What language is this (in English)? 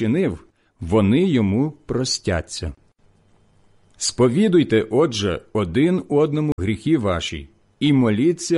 Ukrainian